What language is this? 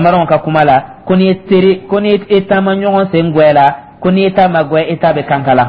Dyula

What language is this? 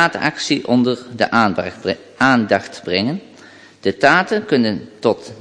Dutch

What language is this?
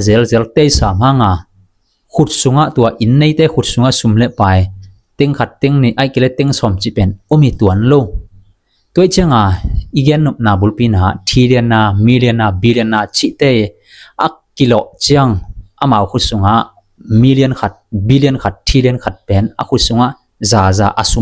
Tedim Chin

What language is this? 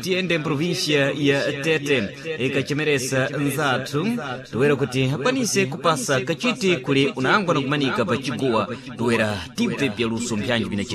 Sena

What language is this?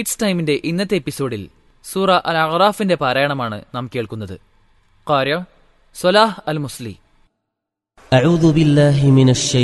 Malayalam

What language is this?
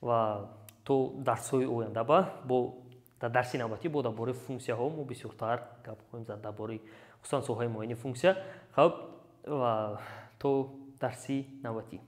Tajik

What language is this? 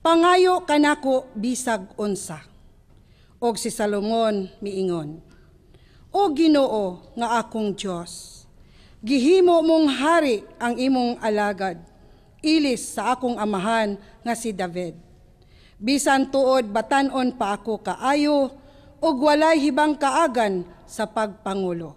Cebuano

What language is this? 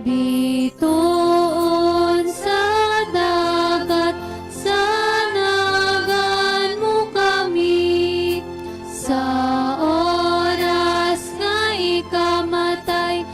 Hiligaynon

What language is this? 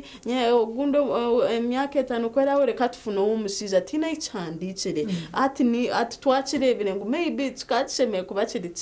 Nyankole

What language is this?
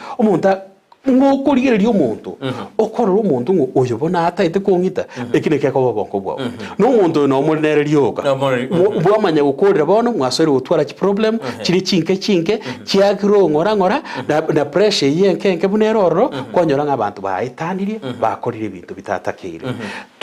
Gusii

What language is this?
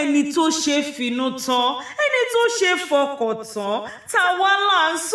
Yoruba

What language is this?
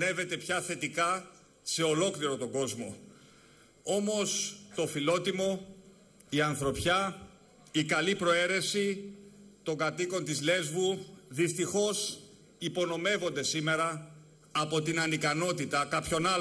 Greek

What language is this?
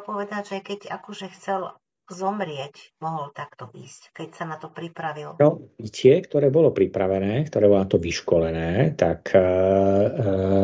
Slovak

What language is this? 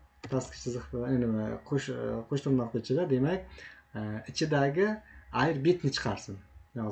Uzbek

